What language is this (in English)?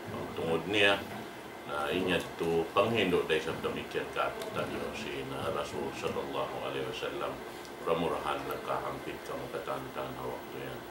Tausug